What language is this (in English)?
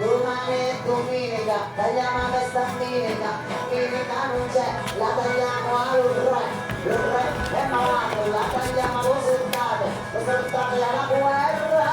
Sicilian